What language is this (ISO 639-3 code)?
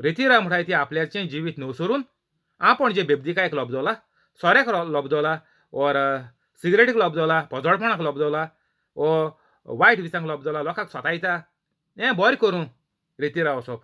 kok